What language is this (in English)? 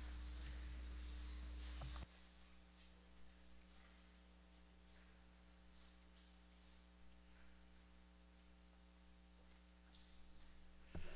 Portuguese